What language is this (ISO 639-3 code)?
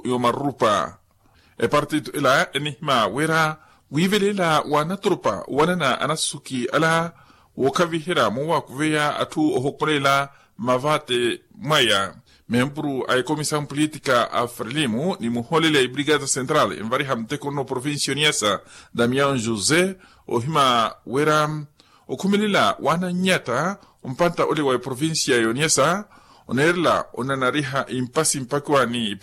vmw